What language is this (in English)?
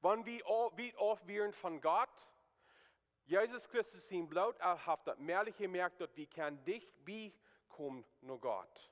Plautdietsch